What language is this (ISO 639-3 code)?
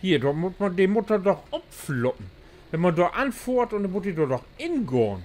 nds